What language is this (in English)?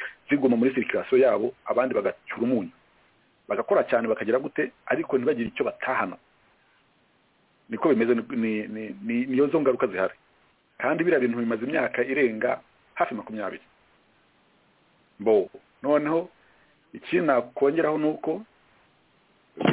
Kinyarwanda